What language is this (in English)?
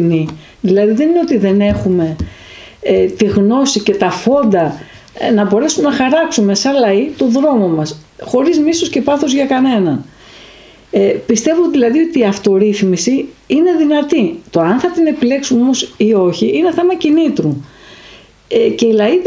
Greek